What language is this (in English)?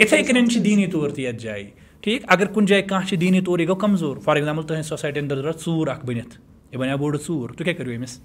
Kashmiri